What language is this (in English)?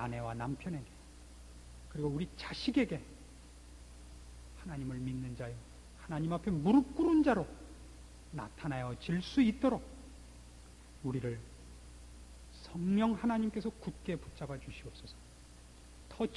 Korean